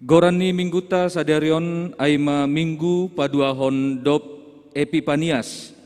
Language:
Batak Simalungun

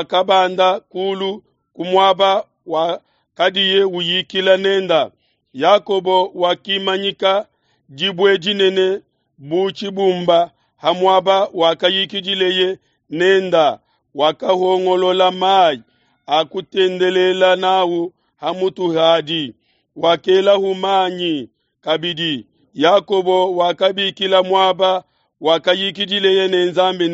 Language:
Luba-Lulua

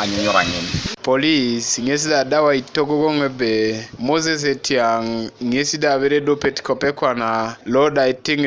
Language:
Teso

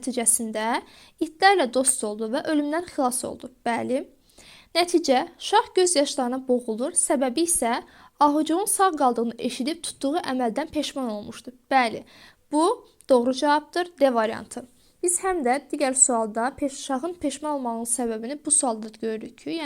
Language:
Azerbaijani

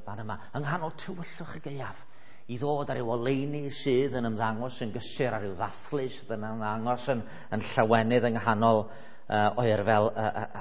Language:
Welsh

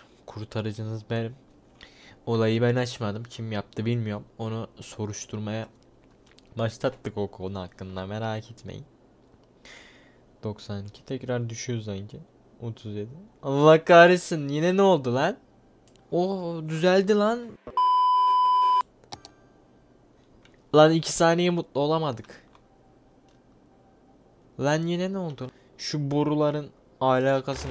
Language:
Turkish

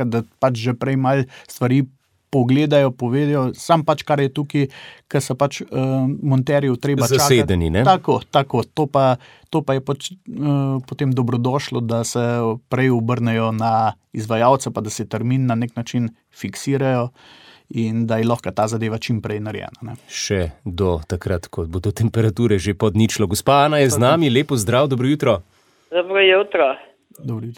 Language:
Slovenian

